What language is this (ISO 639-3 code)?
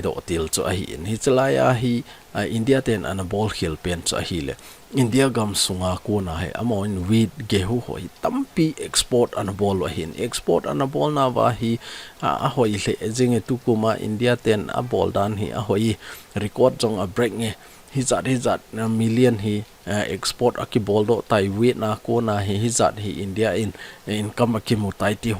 tcz